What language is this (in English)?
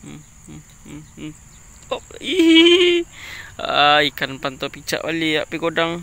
Minangkabau